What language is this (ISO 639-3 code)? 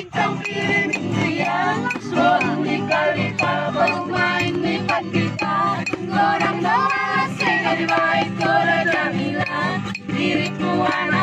bbc